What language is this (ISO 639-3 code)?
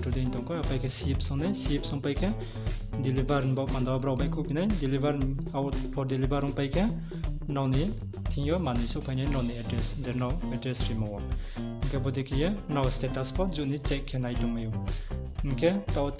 ria